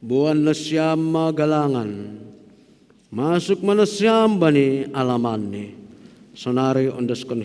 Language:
Batak Simalungun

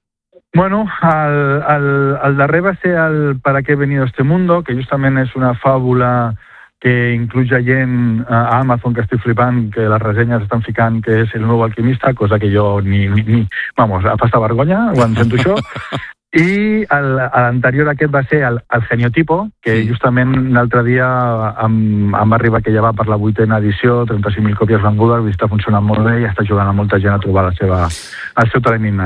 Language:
Catalan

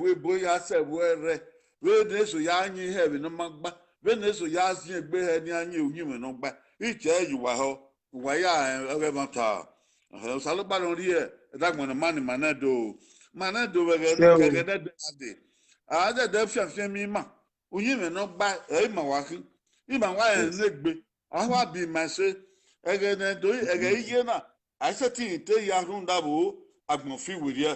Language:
Bini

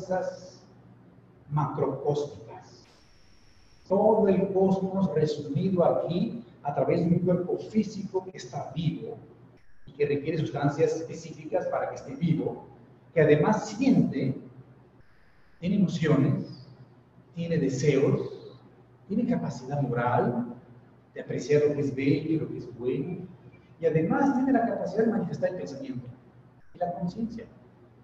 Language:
Spanish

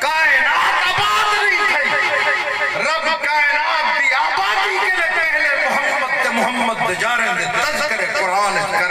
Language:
Saraiki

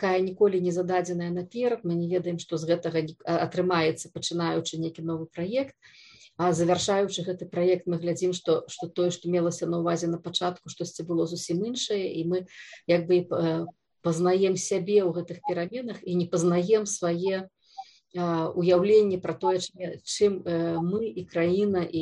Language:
Belarusian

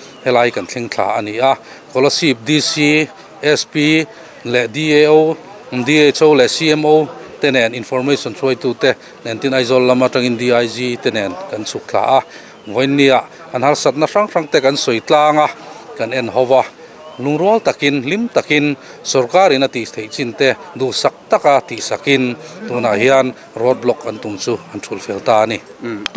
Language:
Mizo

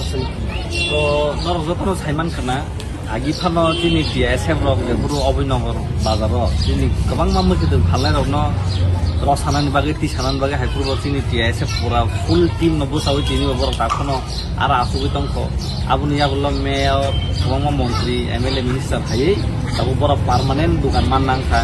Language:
Kok Borok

